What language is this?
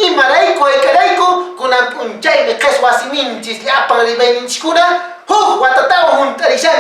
Quechua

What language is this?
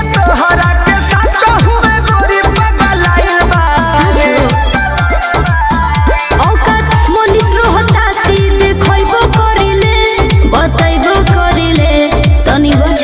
Bhojpuri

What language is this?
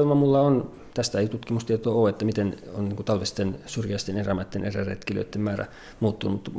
Finnish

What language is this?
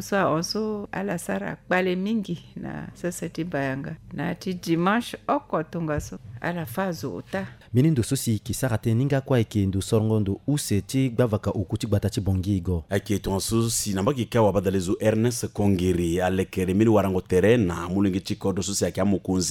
Sango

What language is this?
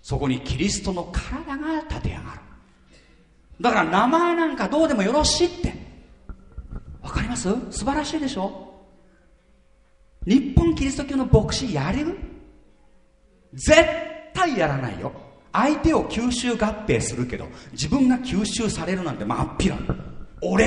Japanese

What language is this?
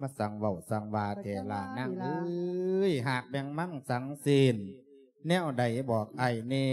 Lao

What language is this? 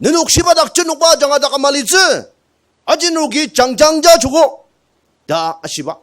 Ao Naga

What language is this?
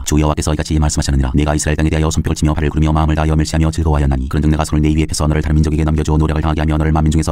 Korean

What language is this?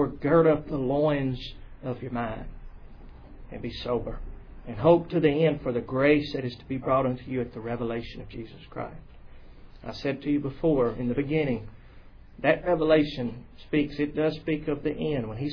English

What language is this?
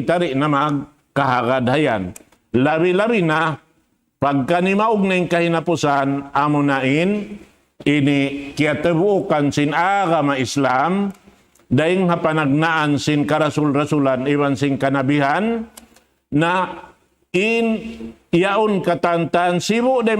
Tausug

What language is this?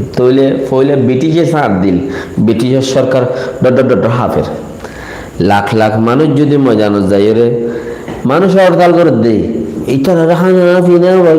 Rohingya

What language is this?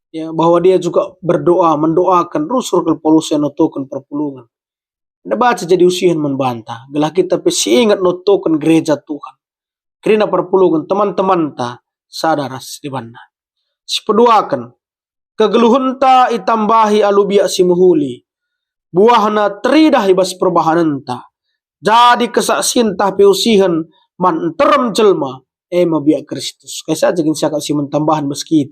Batak Karo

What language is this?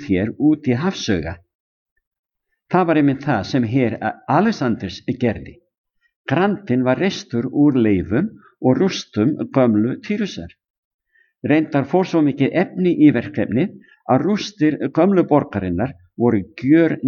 Icelandic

